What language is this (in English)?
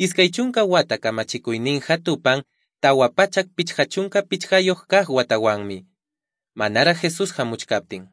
South Bolivian Quechua